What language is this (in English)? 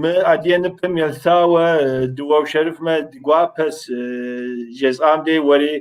Kabardian